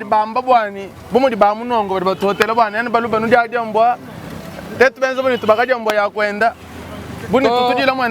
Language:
Luba-Lulua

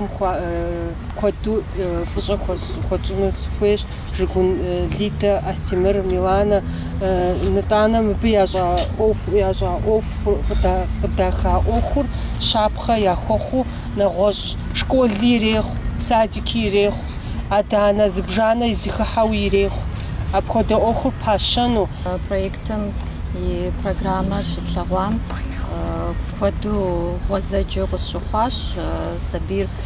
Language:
Kabardian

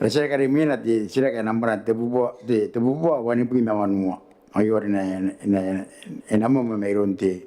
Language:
Gilbertese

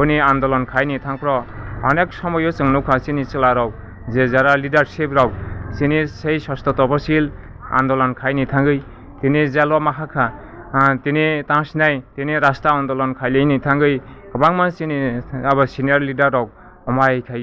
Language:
Kok Borok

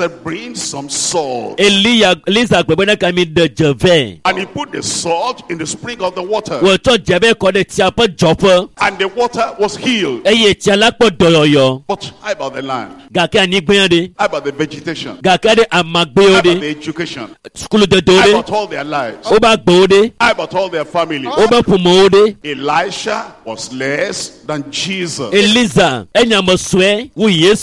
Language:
Ewe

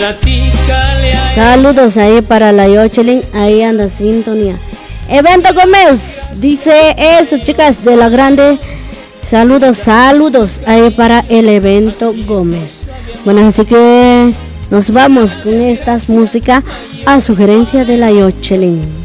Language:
Spanish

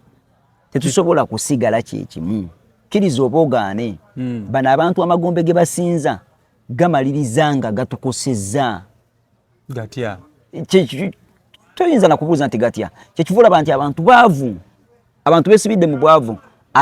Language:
Ganda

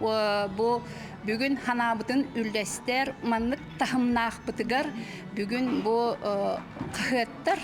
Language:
Yakut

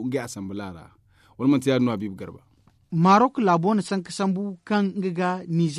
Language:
Zarma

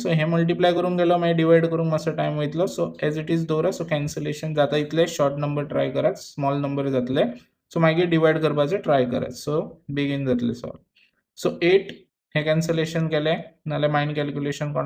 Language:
Konkani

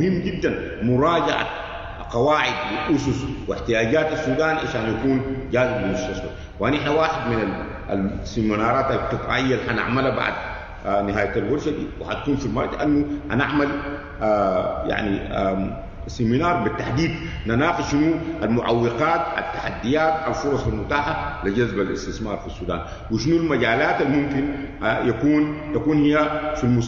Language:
Sudanese Arabic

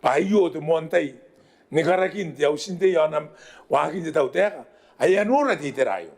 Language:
Gilbertese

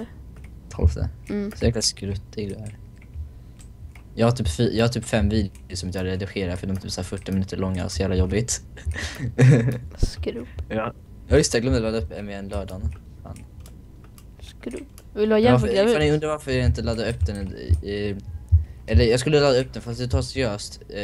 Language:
Swedish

